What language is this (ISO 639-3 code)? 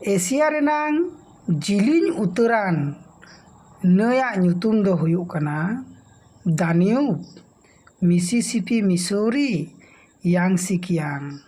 sat